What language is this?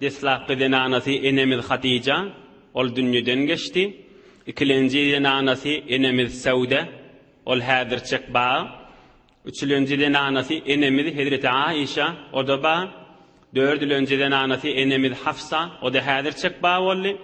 Turkmen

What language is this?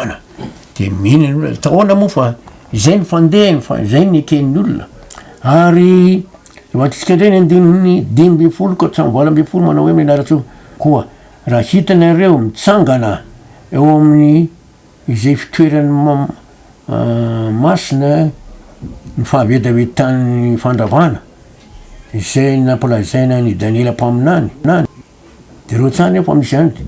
Malagasy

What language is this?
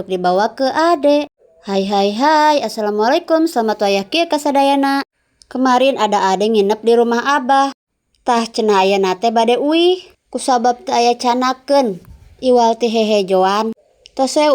Sundanese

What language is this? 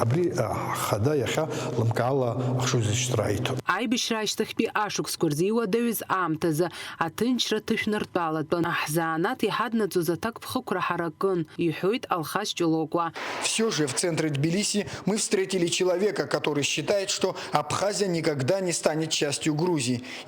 Abkhazian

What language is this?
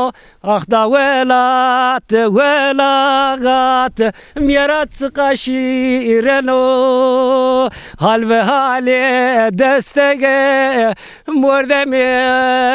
Zaza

